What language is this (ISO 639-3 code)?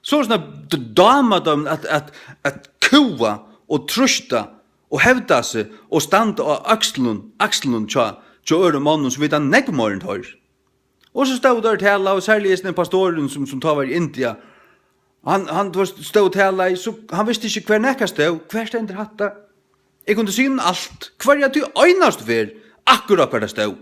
fao